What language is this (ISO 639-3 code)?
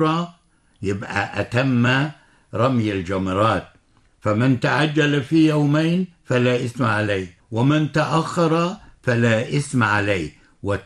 ara